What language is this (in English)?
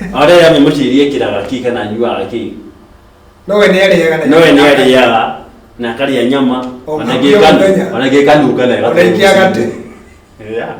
Kikuyu